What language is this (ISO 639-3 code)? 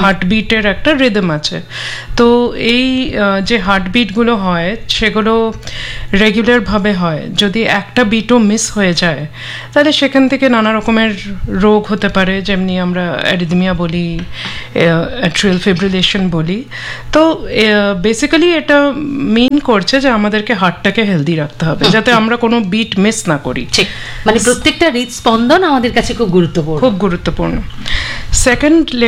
ben